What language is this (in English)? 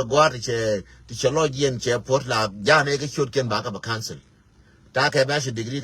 Nuer